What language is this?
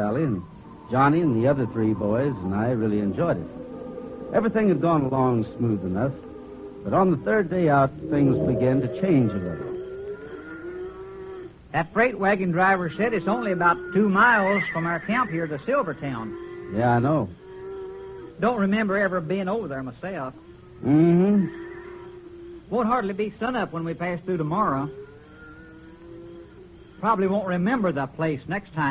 English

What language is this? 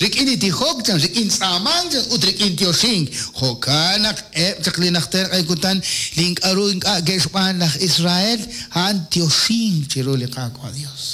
Kekchí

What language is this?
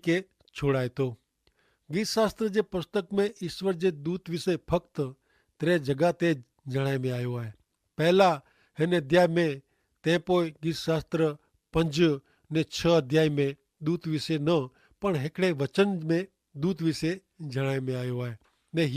Kachhi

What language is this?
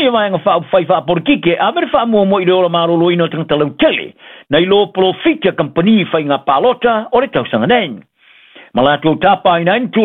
Samoan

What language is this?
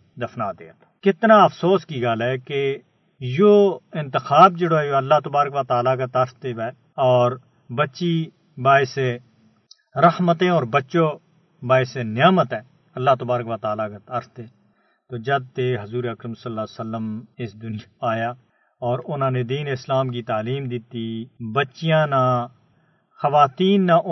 Gujari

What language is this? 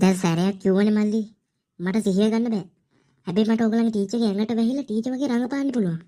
Sinhala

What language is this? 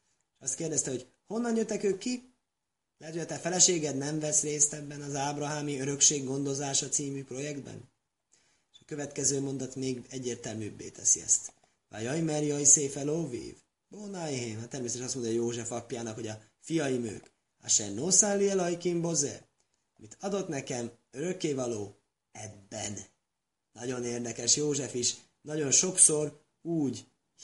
Hungarian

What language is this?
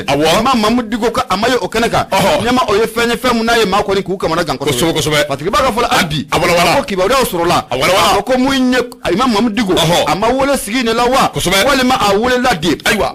Bambara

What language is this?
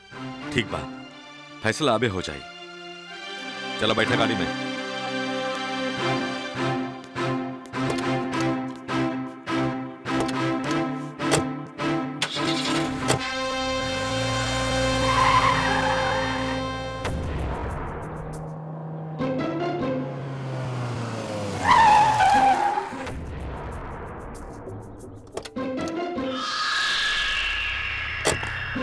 Bhojpuri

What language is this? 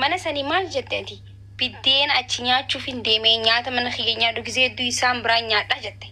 Oromo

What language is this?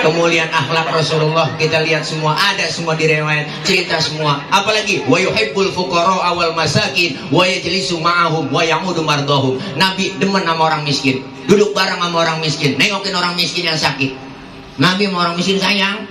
Betawi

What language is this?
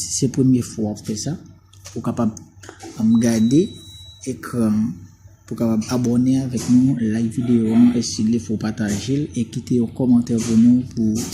Haitian Creole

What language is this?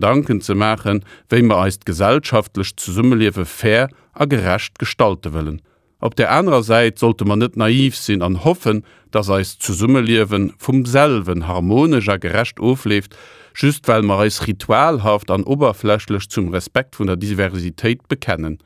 Luxembourgish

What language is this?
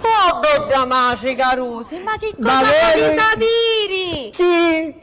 Sicilian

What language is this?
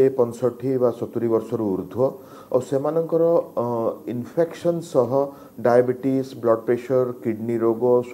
Odia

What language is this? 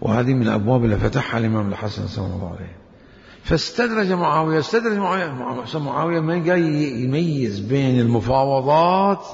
Mesopotamian Arabic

